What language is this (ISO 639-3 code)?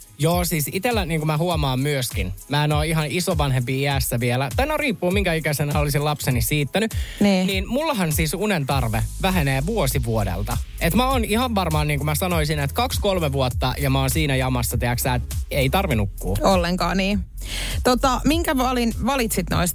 fin